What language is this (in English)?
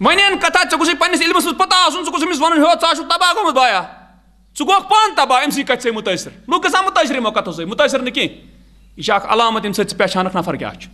Kashmiri